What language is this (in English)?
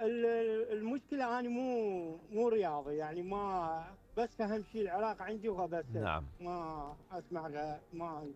Mesopotamian Arabic